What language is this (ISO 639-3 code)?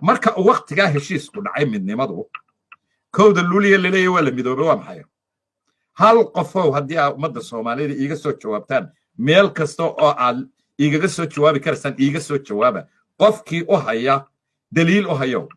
som